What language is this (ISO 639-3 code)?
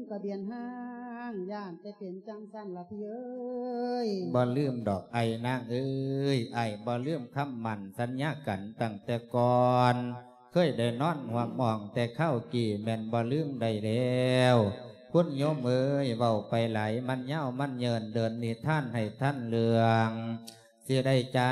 lao